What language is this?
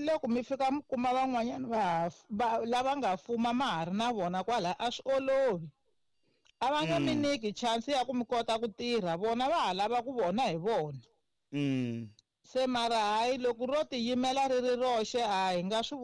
Tsonga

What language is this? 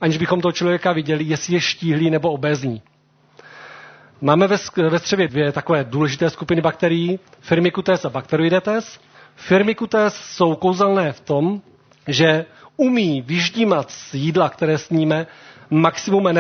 Czech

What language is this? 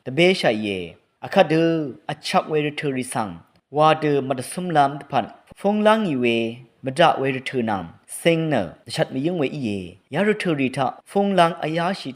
Rawang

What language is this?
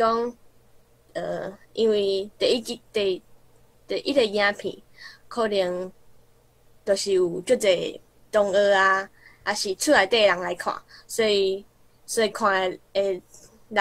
Min Nan Chinese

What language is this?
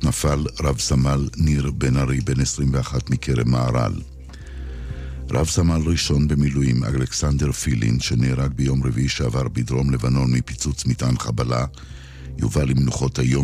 Hebrew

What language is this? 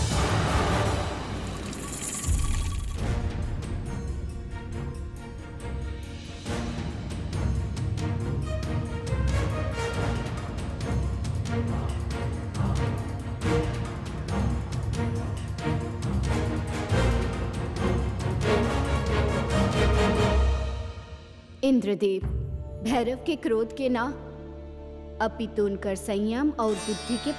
Bhojpuri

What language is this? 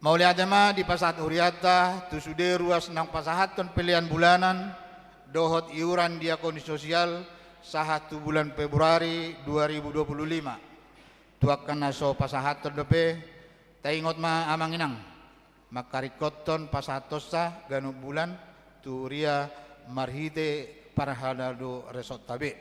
Batak Toba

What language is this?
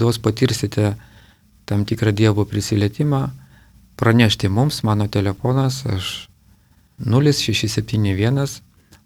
Lithuanian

